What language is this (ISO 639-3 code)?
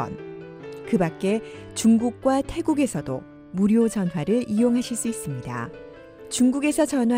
kor